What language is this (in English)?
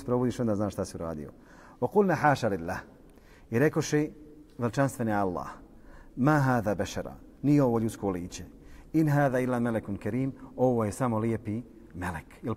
Bosnian